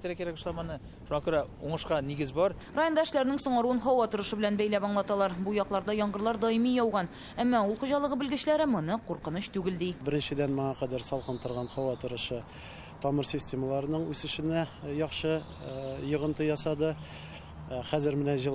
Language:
Tatar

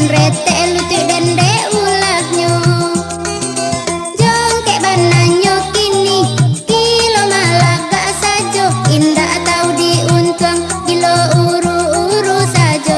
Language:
Minangkabau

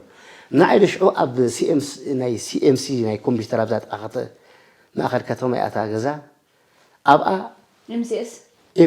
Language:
Tigrinya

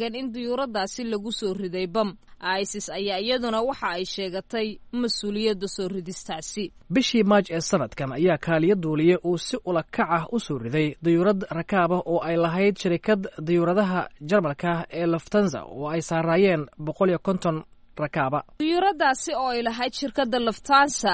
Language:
Somali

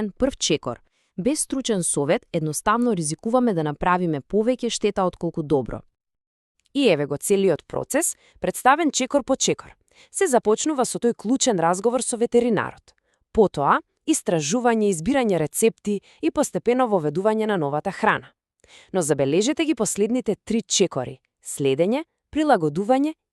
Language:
Macedonian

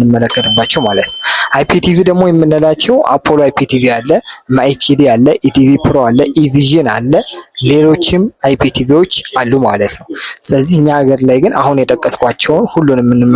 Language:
Amharic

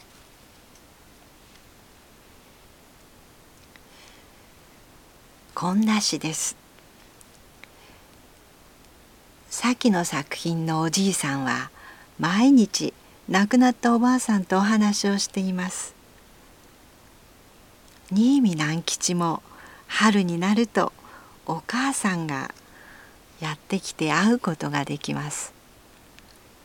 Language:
Japanese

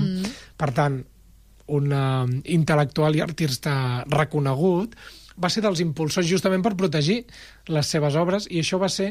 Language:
Catalan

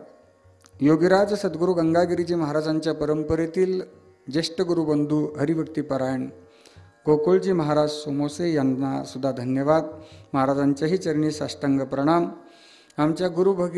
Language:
Marathi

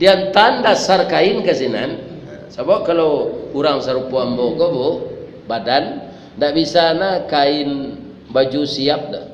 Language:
Minangkabau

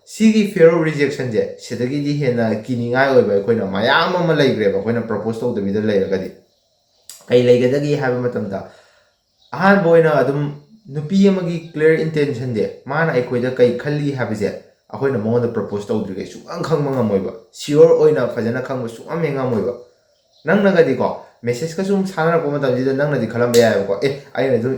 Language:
Manipuri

